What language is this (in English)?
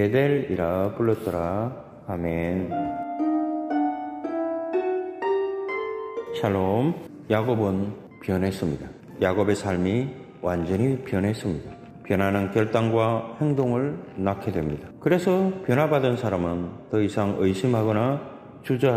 Korean